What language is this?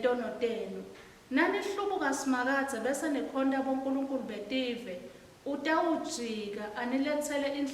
Swati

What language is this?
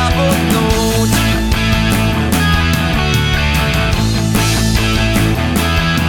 Slovak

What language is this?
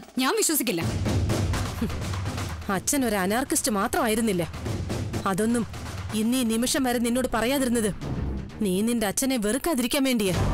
Malayalam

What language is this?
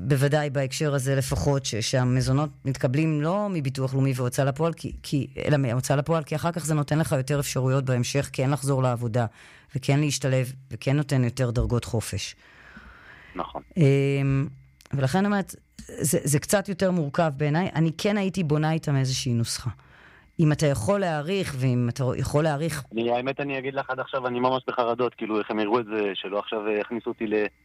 Hebrew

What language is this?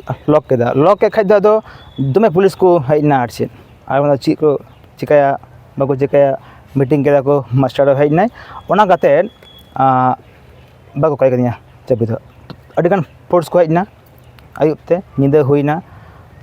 Santali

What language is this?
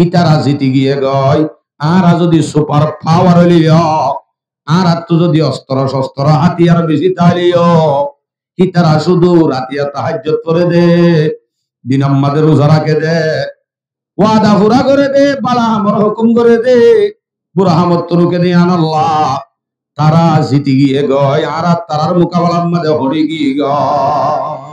Rohingya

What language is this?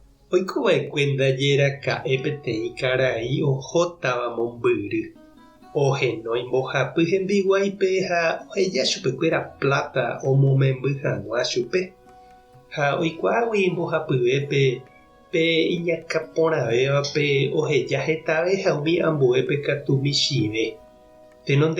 Guarani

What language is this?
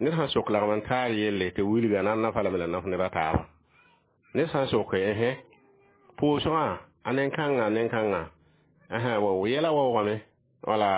Mossi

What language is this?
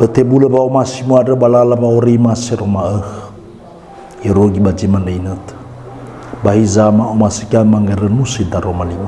Nias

